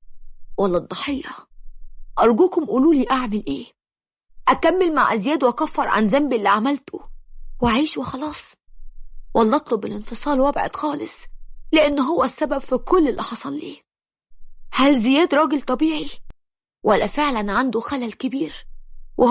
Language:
Egyptian Arabic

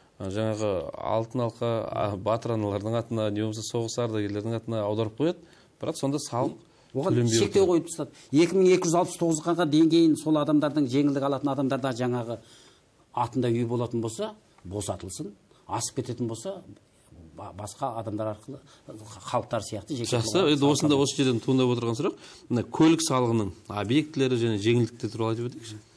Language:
Kazakh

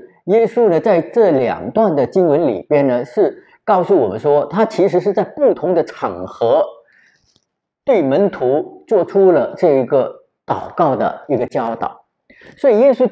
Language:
Chinese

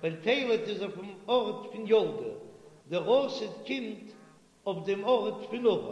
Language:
Yiddish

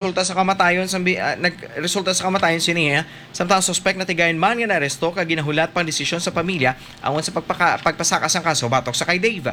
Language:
Hiligaynon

